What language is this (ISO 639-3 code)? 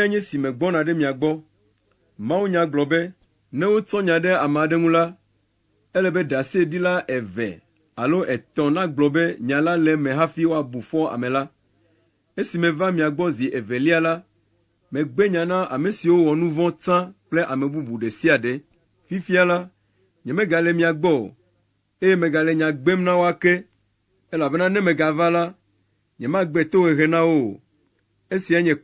ewe